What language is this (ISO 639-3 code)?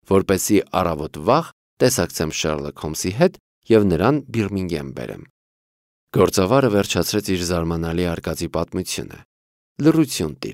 hye